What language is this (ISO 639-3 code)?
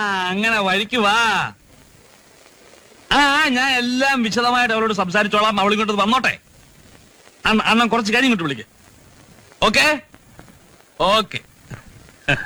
mal